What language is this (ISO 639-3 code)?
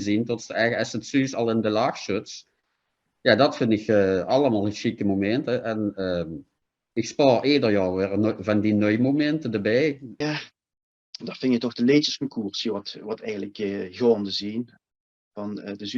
lim